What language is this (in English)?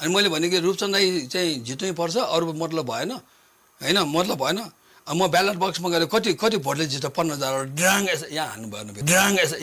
Nepali